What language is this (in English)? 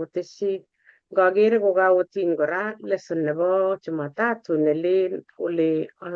Kalenjin